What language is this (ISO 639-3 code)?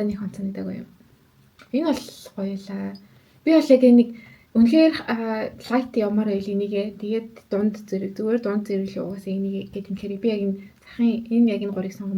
mon